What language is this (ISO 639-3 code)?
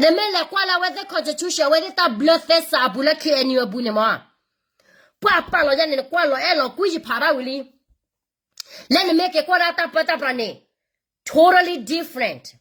ksw